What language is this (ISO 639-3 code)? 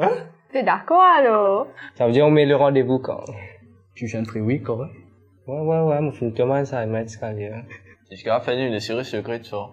mfe